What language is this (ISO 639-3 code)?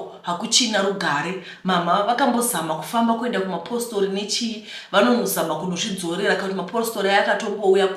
sna